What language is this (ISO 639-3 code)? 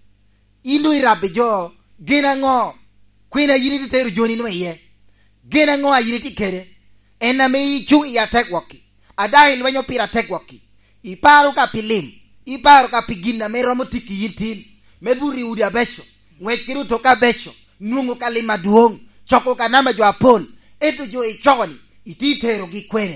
laj